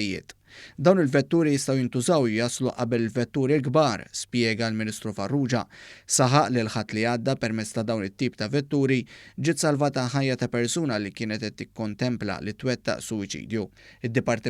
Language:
Maltese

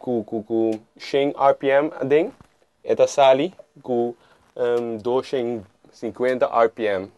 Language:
Papiamento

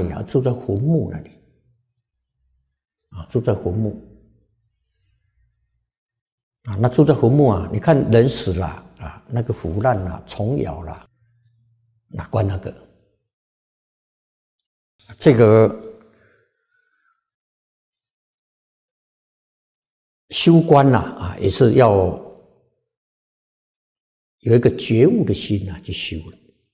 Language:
Chinese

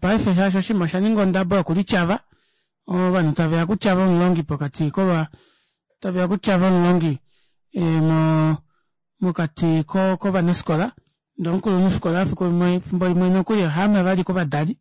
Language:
Kuanyama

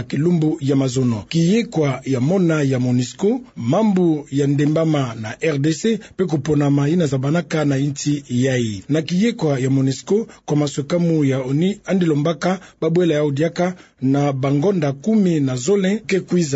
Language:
Kituba (Democratic Republic of Congo)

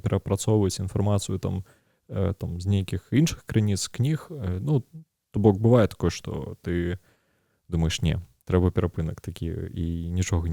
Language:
Belarusian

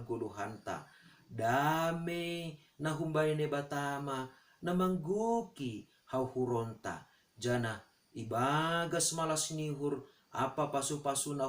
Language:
Batak Simalungun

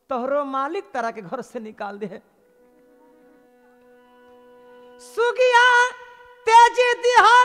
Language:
Bhojpuri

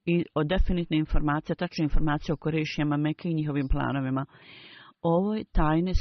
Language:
Bosnian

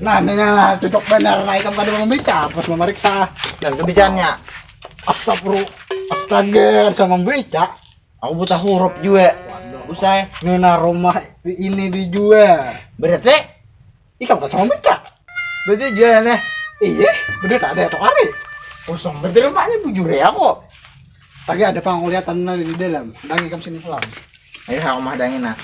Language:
Banjar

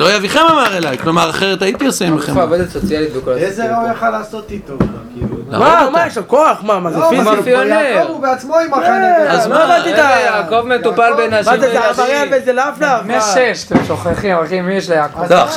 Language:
Hebrew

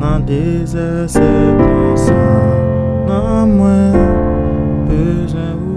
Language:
Haitian Creole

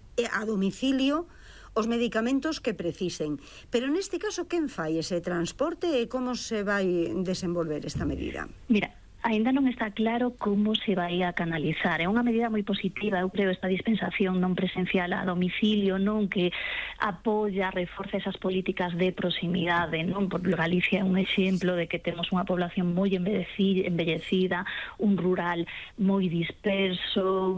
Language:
Galician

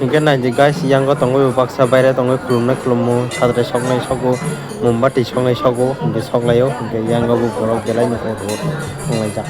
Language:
Kok Borok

